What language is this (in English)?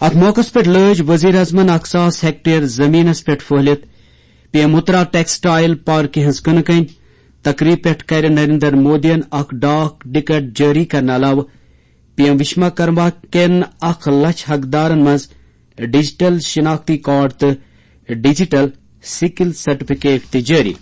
Kashmiri